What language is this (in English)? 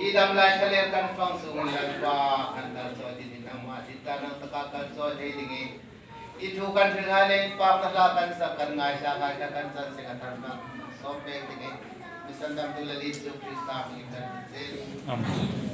Hmar